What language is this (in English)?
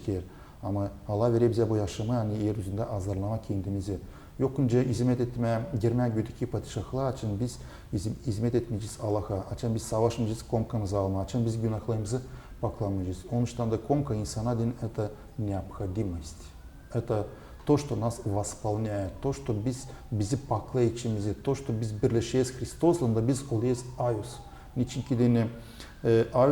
Gagauz